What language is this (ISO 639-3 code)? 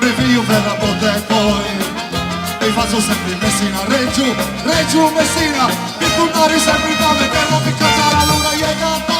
scn